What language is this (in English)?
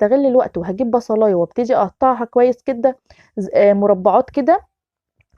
Egyptian Arabic